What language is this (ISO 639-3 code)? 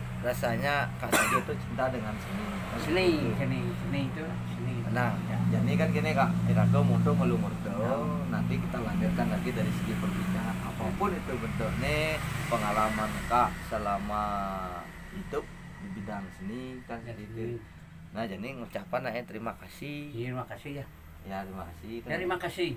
ban